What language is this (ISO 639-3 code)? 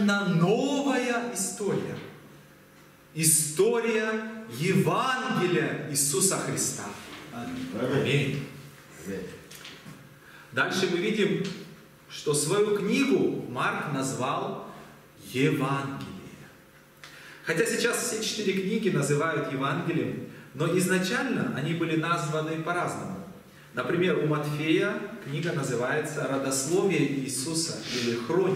rus